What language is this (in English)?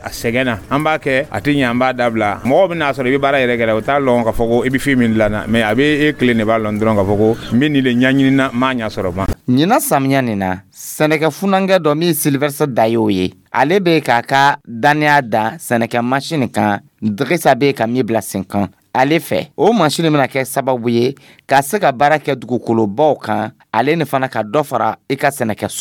Dyula